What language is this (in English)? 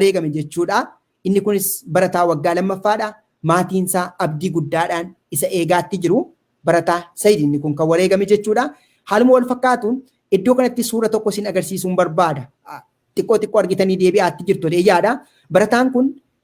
Oromo